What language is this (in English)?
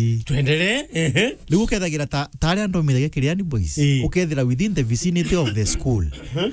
Meru